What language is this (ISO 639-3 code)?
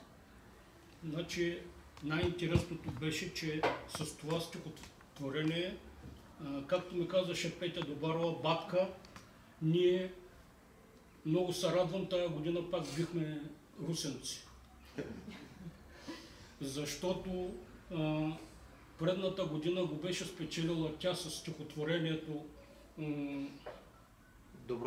bul